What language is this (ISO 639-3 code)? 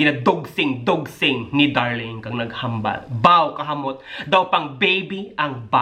hil